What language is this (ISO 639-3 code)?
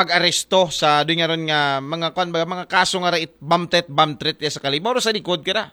akl